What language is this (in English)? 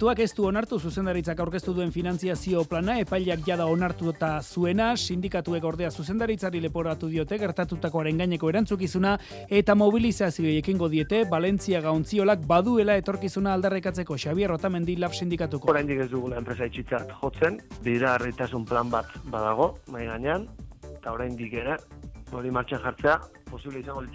Basque